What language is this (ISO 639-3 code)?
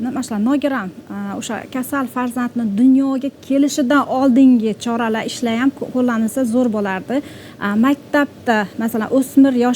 uzb